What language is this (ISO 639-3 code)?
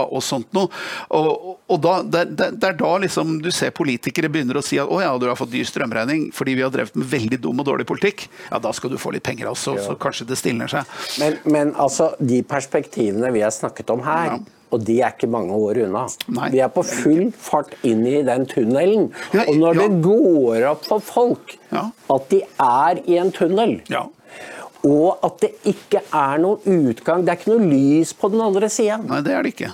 nor